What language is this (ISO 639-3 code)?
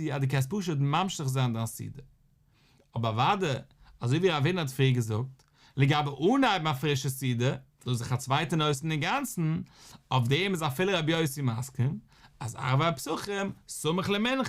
yid